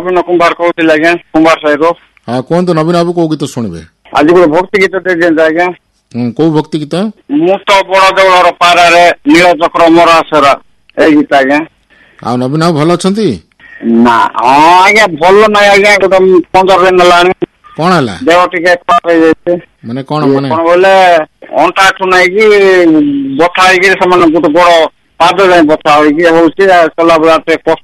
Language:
Odia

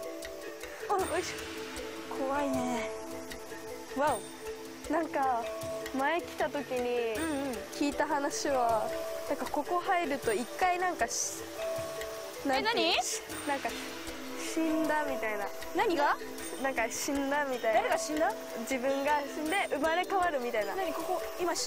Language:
Japanese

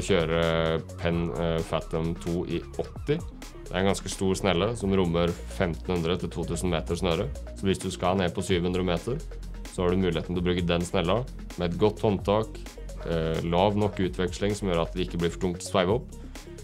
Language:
Norwegian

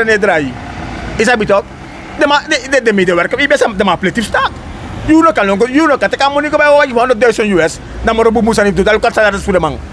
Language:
Sranan Tongo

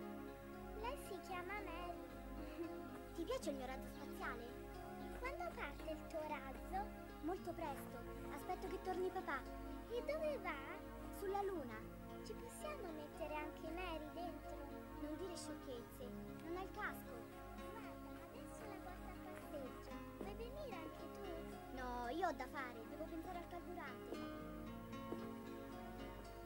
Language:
Italian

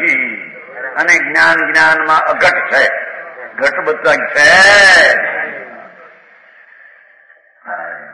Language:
Gujarati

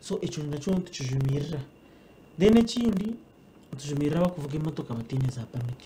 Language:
Nyankole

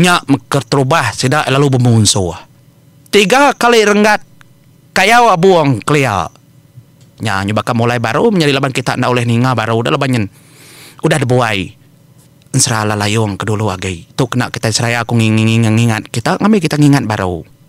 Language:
Iban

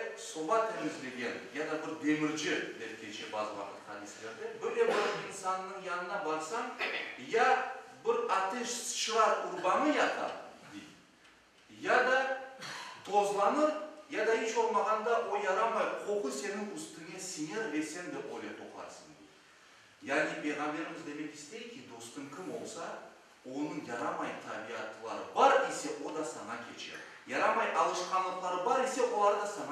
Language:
Crimean Tatar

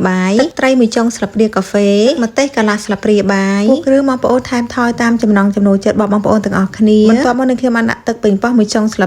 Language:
Khmer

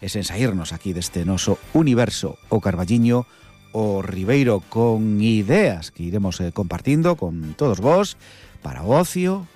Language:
Galician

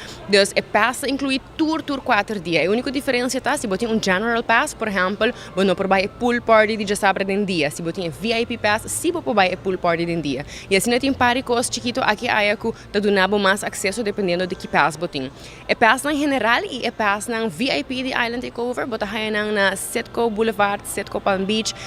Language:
Papiamento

